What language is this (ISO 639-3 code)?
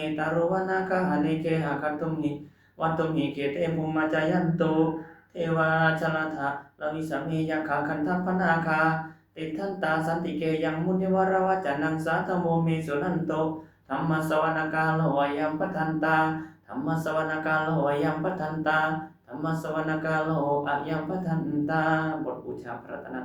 pli